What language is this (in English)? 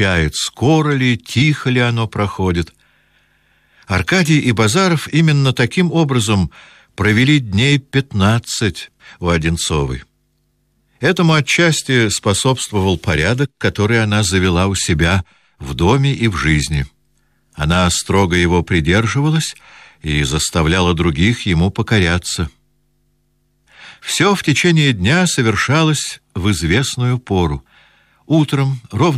Russian